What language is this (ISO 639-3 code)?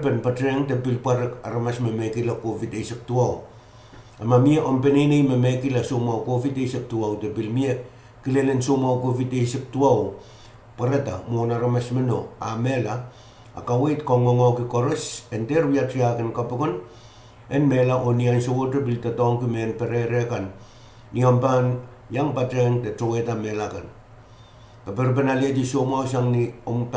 pon